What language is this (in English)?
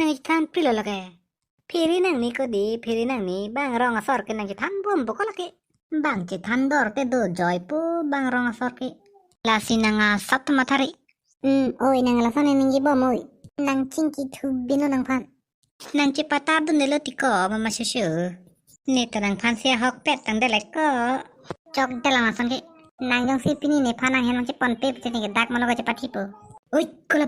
Karbi